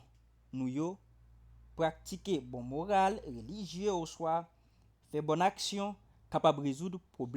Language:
Haitian Creole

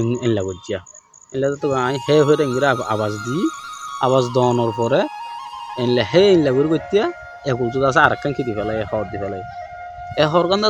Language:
Rohingya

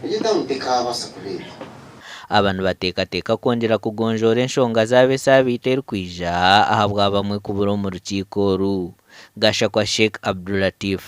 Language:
Nyankole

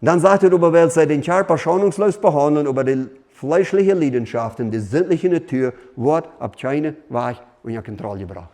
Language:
Plautdietsch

